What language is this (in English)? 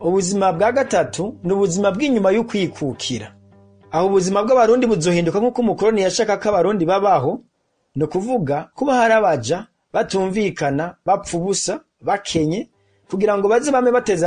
Rundi